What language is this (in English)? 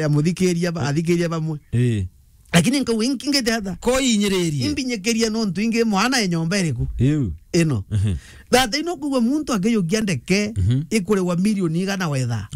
Meru